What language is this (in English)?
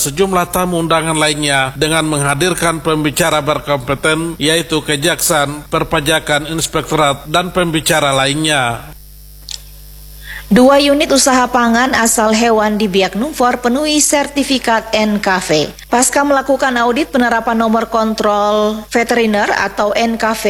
Indonesian